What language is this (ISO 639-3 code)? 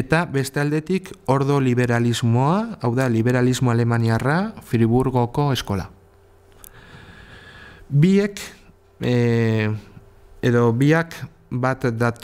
eus